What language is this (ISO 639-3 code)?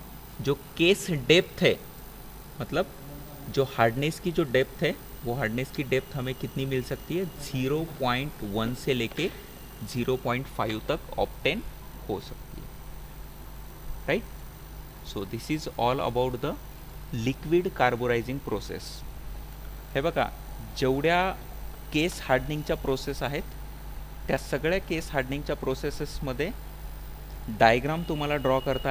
hin